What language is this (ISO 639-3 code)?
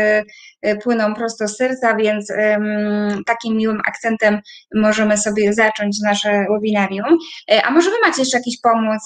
pol